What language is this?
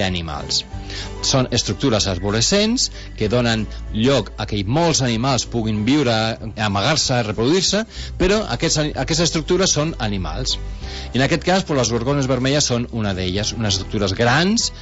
Catalan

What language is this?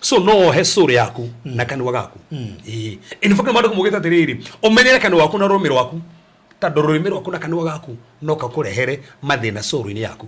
Kikuyu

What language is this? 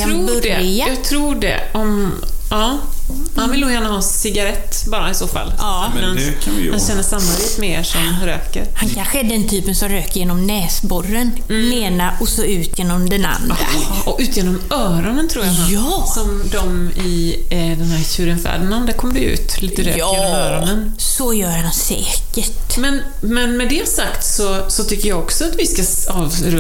Swedish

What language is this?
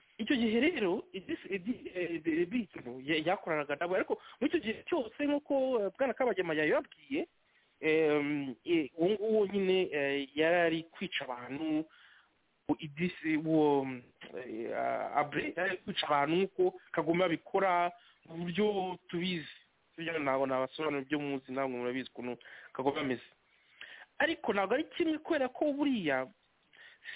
Kinyarwanda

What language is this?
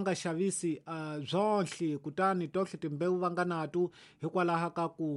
Tsonga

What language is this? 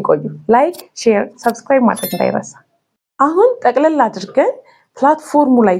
Amharic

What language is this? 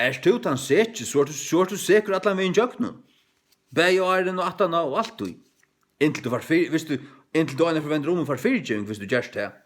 Faroese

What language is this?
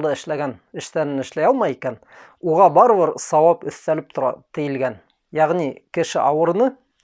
Bashkir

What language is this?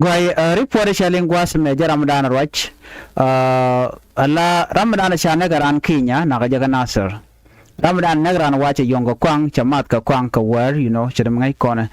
Nuer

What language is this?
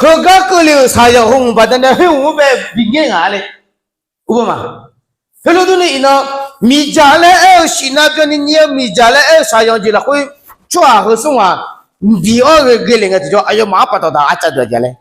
Akha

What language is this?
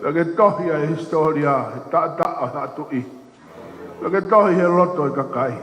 Tongan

